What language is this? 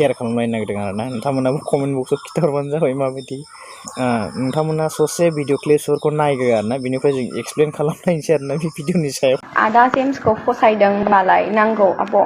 Bodo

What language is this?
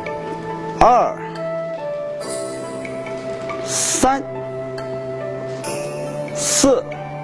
Chinese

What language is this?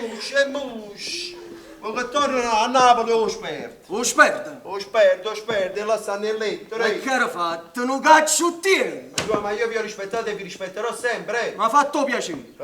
Neapolitan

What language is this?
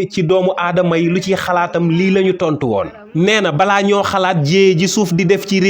Wolof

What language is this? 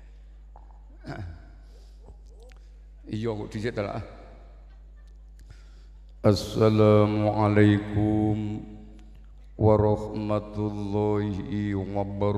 Javanese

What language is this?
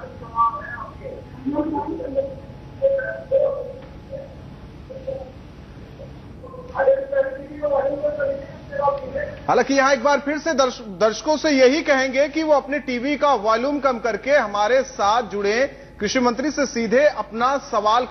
Hindi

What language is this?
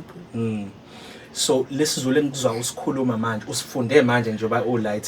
Zulu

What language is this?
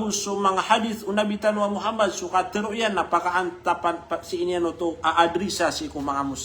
Maranao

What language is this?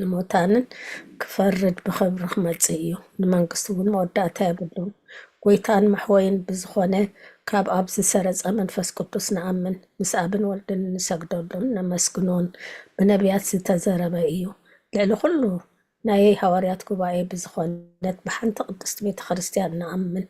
Tigrinya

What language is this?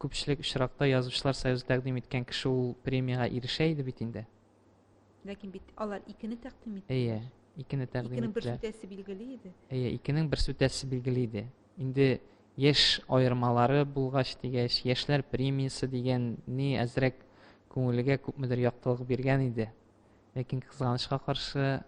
Tatar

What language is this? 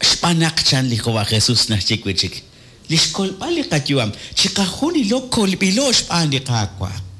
Kekchí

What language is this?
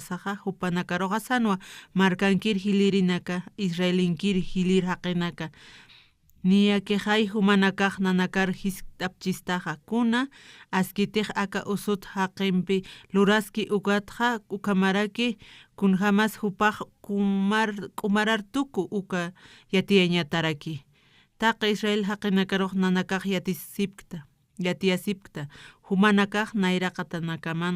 Aymara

